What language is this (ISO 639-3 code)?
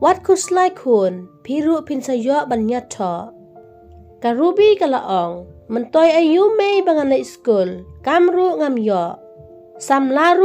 kha